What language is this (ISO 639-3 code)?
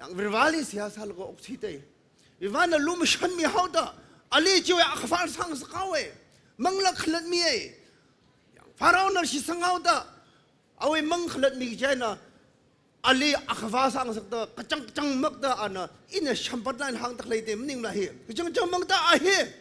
nmf